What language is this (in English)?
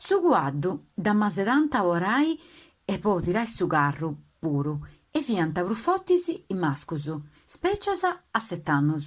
Sardinian